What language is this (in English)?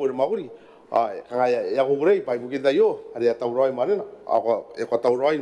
Gilbertese